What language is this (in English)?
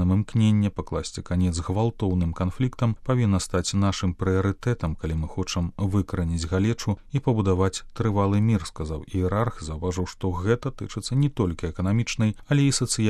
Belarusian